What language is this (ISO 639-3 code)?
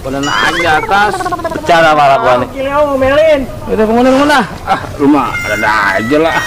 bew